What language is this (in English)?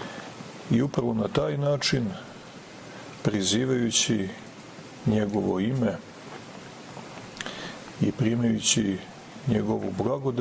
Serbian